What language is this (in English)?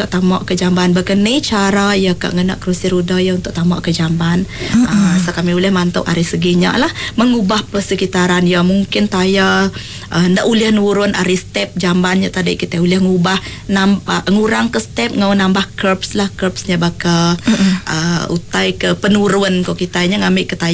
Iban